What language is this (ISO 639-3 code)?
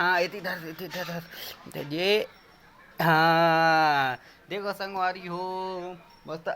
hne